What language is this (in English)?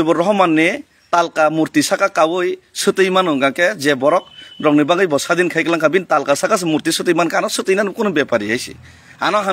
Kok Borok